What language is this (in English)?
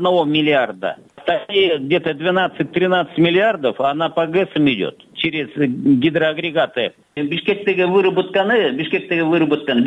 Kyrgyz